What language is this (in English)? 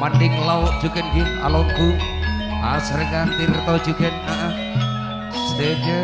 Madurese